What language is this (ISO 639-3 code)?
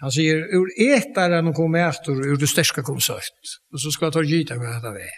fao